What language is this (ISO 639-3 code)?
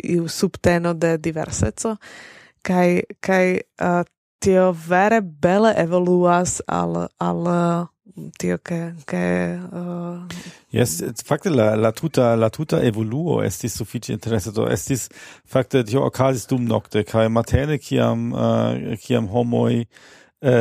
epo